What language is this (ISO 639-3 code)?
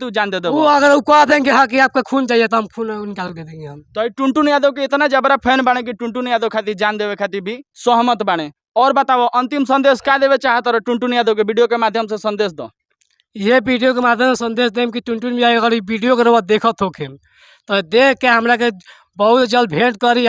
bho